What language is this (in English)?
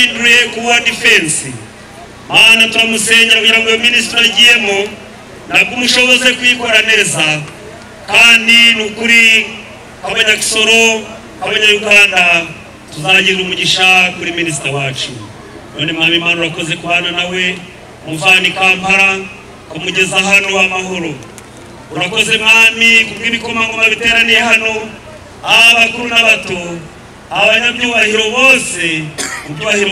Kinyarwanda